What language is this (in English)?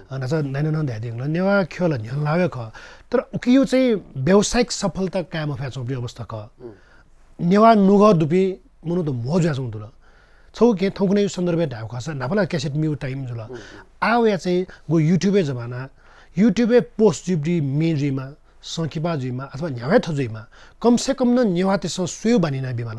Newari